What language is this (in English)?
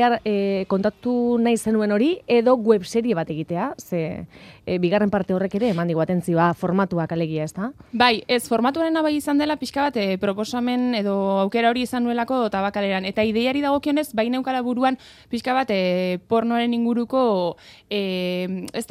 Basque